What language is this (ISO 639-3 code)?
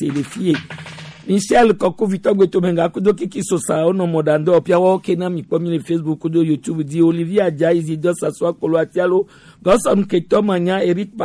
gej